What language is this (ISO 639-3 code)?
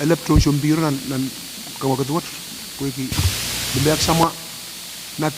pon